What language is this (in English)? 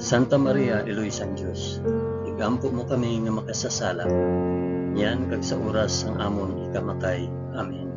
Hiligaynon